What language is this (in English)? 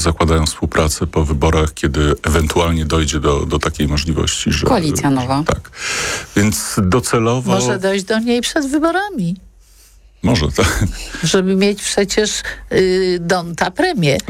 Polish